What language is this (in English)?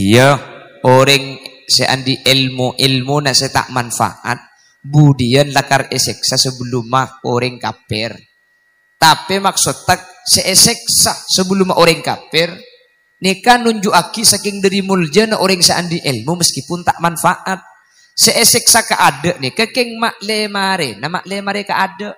Madurese